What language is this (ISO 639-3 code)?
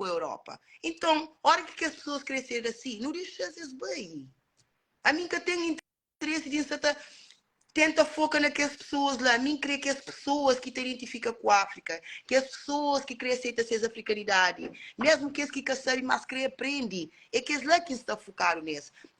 kea